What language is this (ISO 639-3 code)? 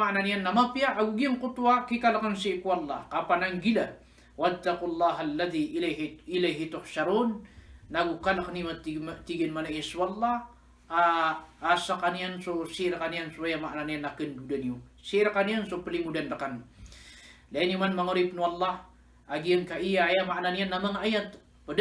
mrw